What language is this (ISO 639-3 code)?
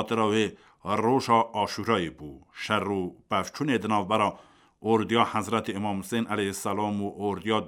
kur